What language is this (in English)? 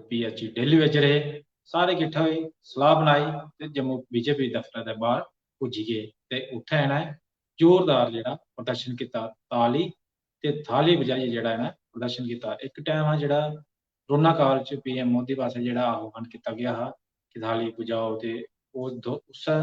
Dogri